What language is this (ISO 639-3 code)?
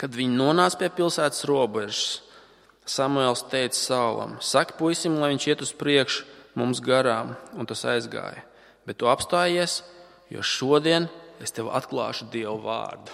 lav